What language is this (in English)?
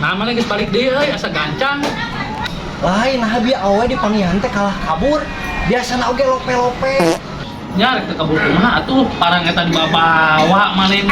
Sundanese